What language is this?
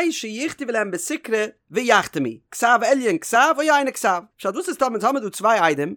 Yiddish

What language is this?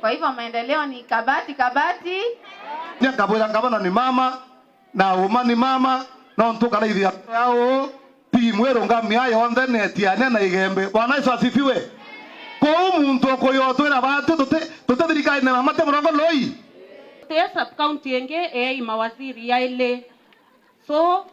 Meru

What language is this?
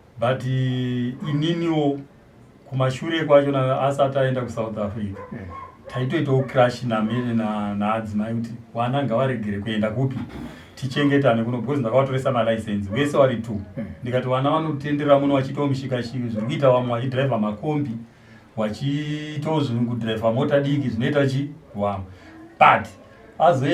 Shona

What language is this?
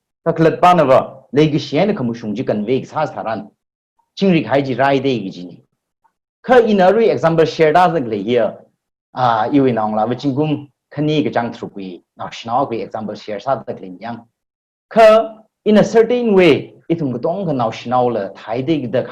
Tangkhul Naga (India)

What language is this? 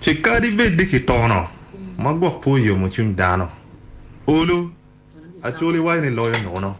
Acoli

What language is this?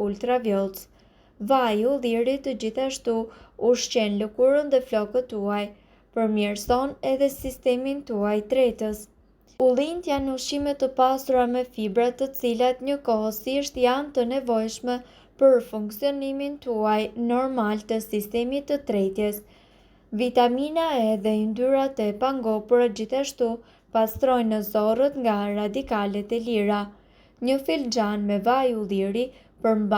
Albanian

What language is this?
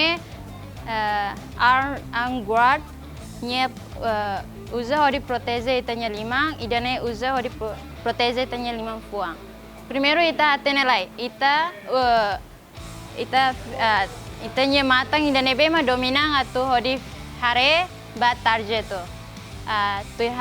Tetum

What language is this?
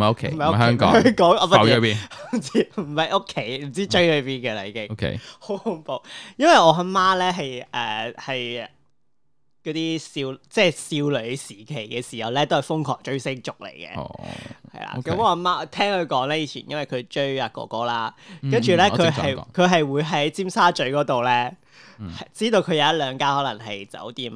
Cantonese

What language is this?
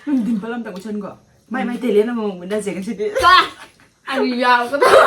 Manipuri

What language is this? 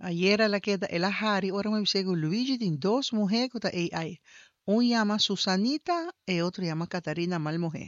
Papiamento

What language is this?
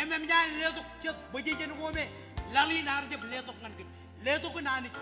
Marshallese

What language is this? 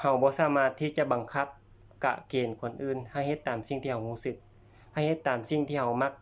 Lao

